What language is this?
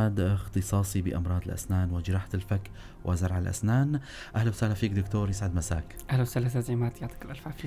North Levantine Arabic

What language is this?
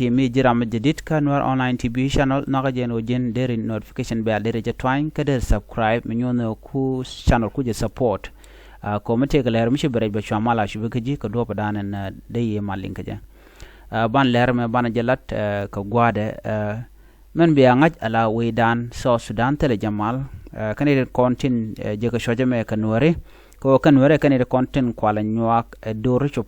Nuer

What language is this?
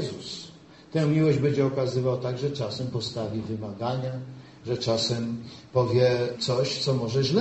Polish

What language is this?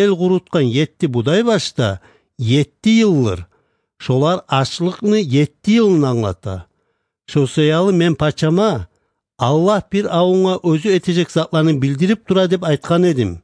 Kumyk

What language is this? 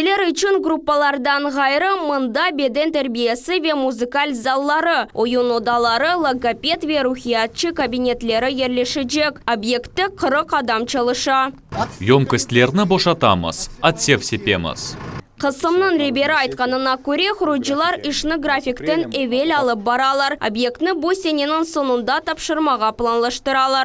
Crimean Tatar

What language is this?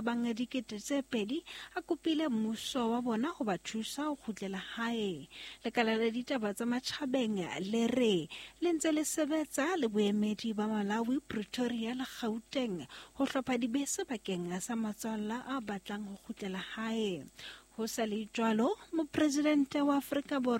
Southern Sotho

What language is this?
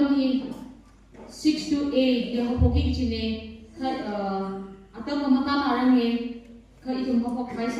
Tangkhul Naga (India)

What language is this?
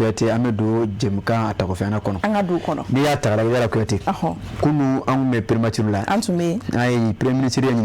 Bambara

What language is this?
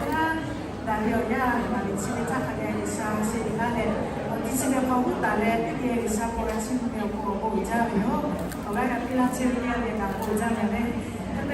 Lahu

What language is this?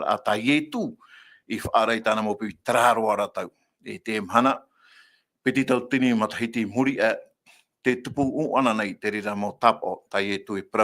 Tahitian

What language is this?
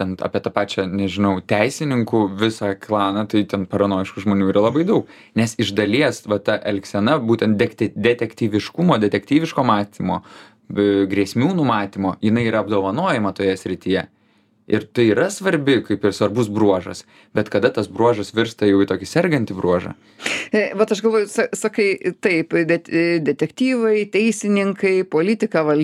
Lithuanian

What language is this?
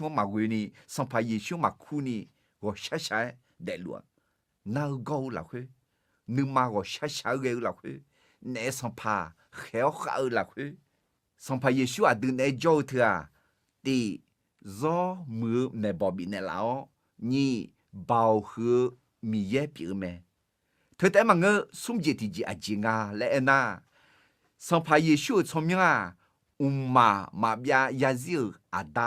Akha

